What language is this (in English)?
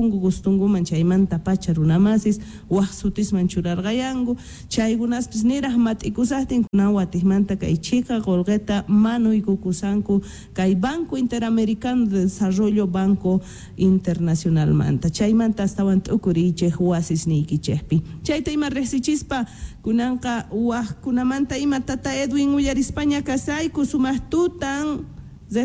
South Bolivian Quechua